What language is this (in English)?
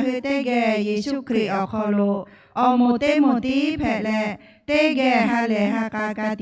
Lahu